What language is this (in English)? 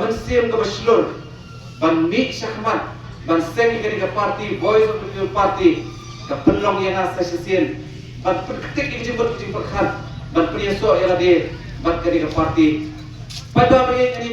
Khasi